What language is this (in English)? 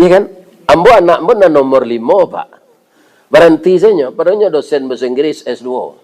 Minangkabau